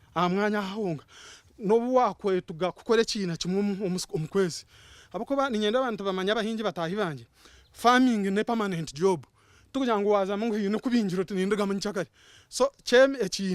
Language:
Nyankole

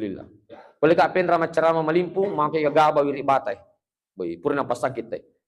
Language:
Buginese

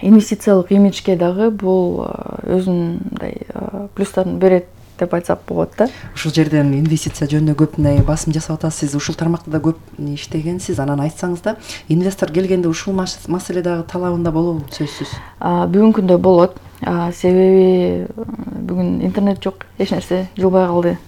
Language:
Kyrgyz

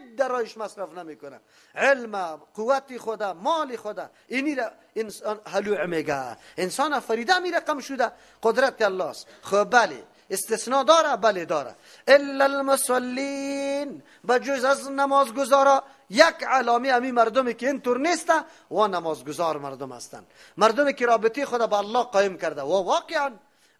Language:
Persian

